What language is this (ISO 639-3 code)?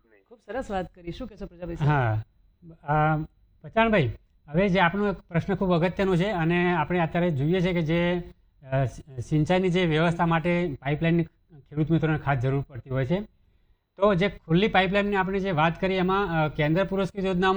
guj